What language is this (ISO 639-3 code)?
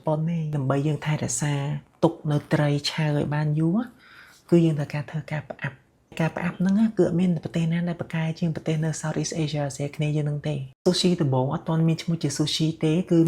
khm